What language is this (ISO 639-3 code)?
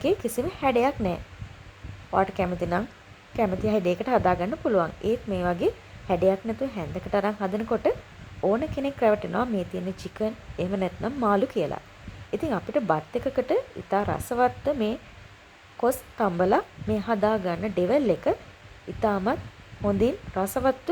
sin